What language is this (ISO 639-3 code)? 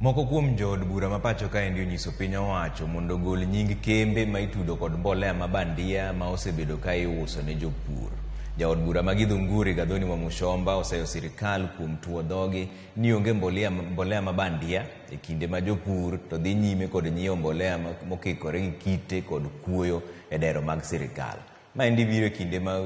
luo